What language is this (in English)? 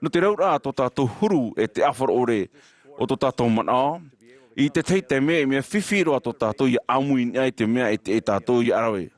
Tahitian